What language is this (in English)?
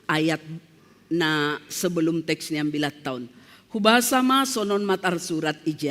Batak Simalungun